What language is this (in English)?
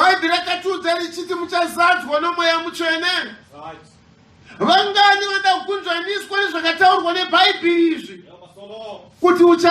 Shona